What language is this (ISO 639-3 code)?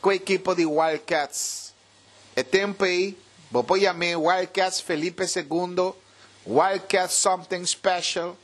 pap